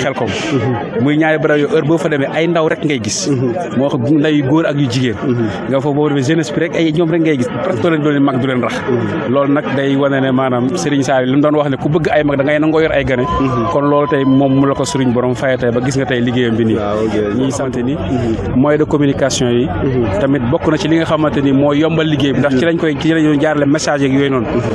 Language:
Wolof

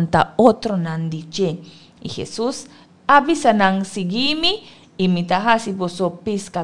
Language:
Papiamento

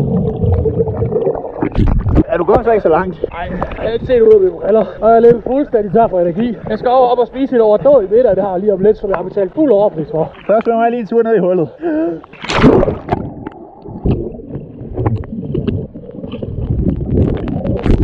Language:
Danish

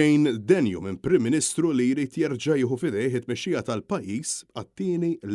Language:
Maltese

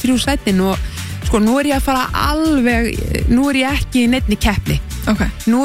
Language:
Icelandic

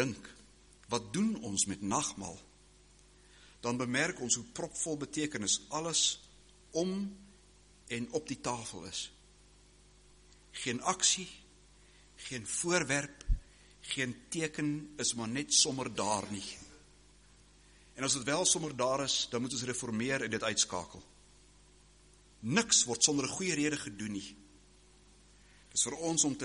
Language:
Afrikaans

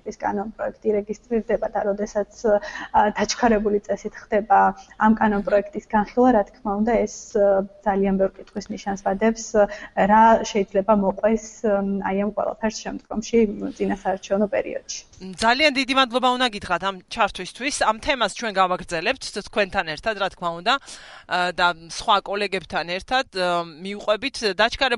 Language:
Georgian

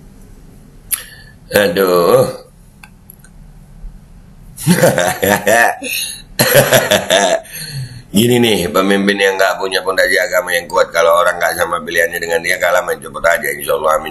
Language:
Indonesian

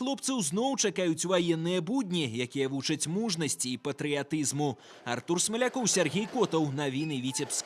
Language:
Belarusian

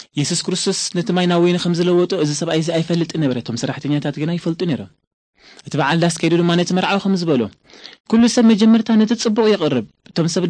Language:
Tigrinya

